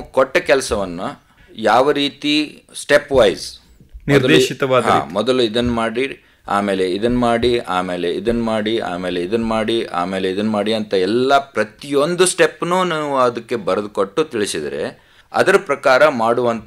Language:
Kannada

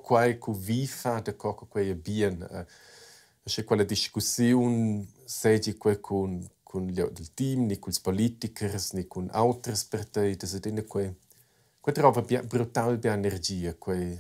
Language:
Romansh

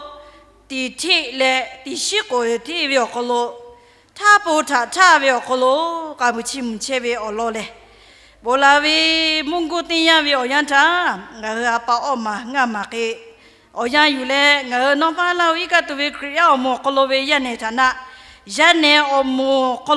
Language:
Lahu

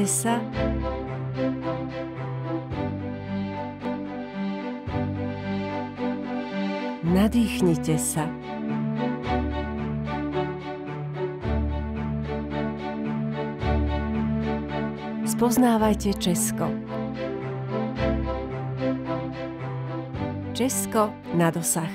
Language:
Slovak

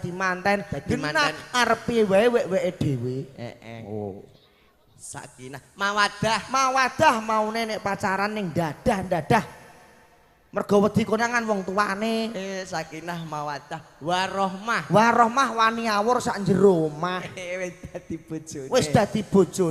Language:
Javanese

